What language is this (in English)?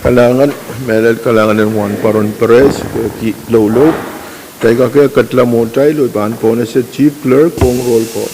Pohnpeian